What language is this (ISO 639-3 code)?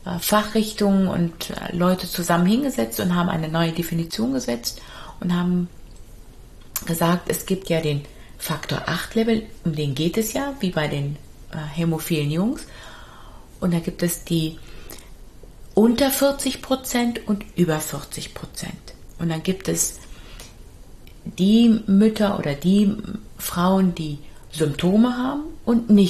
deu